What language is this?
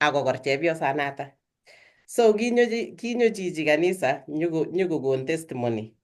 Kalenjin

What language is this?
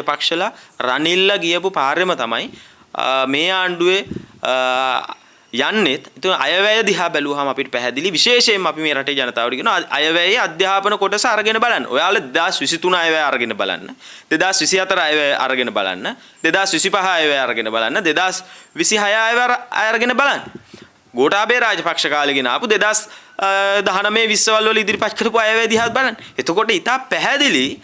Sinhala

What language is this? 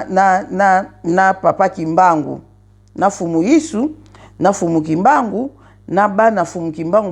Lingala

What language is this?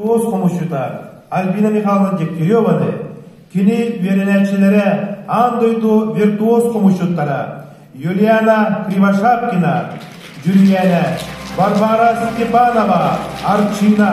Yakut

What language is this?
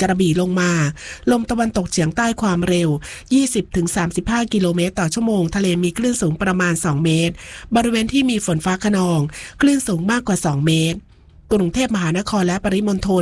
Thai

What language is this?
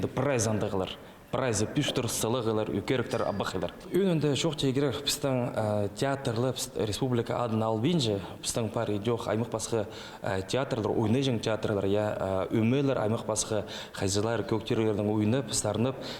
Khakas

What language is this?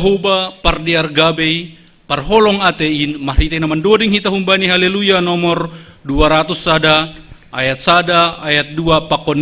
Batak Simalungun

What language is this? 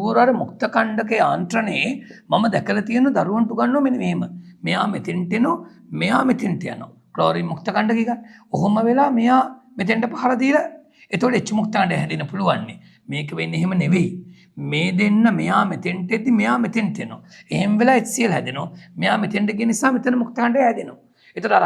Sinhala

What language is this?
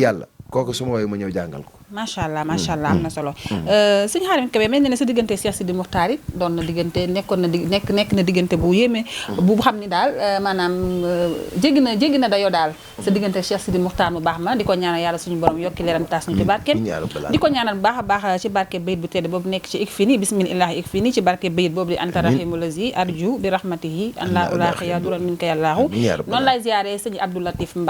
Wolof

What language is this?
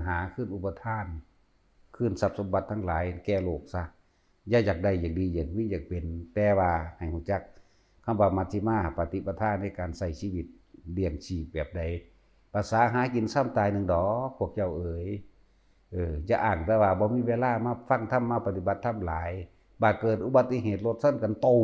Lao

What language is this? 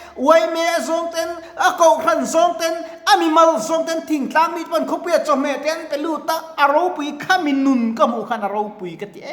Mizo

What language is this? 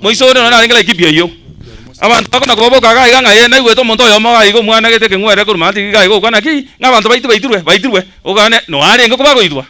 Gusii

